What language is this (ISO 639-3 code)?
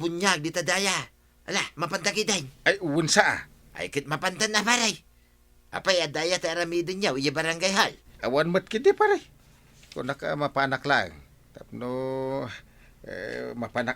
ilo